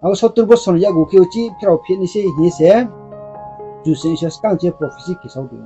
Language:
Riang (India)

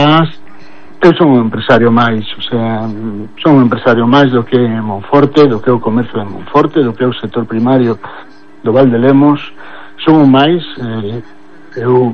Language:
Galician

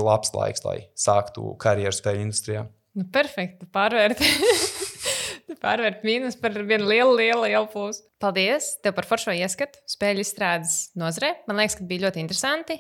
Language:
Latvian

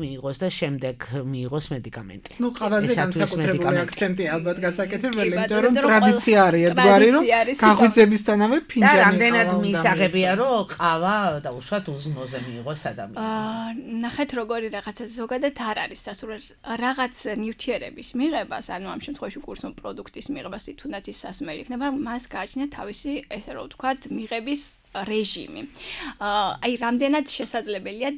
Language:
Georgian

